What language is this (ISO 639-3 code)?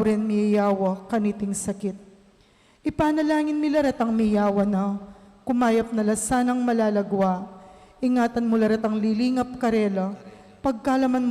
pam